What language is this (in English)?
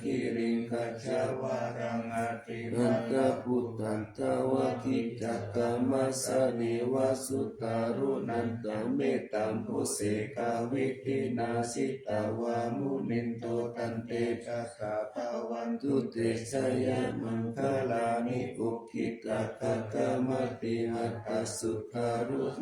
Pali